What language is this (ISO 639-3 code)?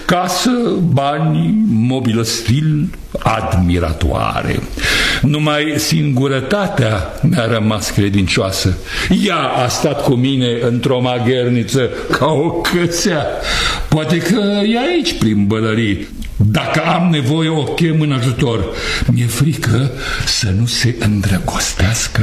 ron